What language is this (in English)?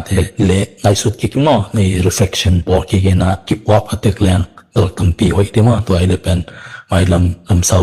Tedim Chin